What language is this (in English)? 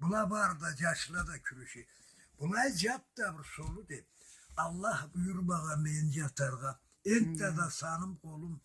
Karachay-Balkar